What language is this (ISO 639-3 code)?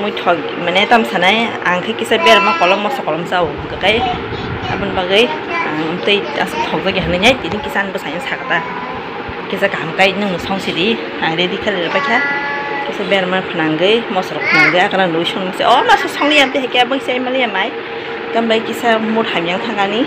trp